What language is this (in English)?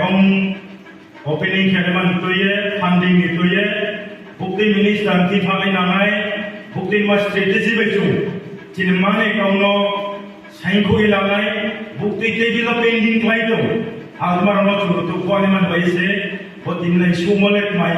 Riang (India)